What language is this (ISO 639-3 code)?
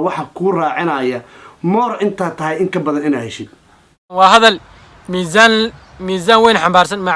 som